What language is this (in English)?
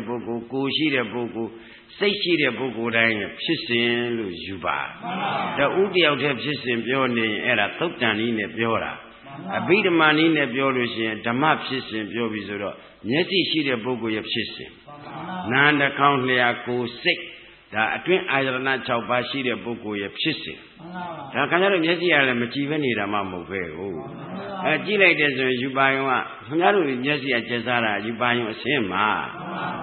Burmese